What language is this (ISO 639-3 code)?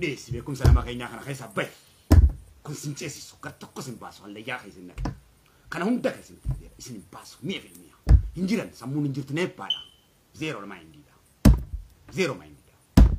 orm